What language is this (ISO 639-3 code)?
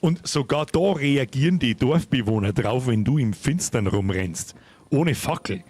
bar